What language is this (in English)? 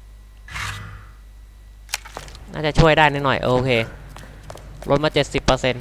Thai